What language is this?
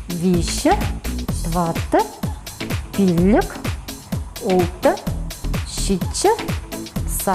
Chuvash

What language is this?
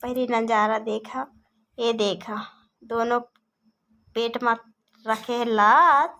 Chhattisgarhi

